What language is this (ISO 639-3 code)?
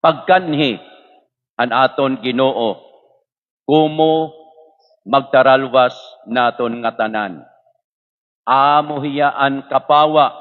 war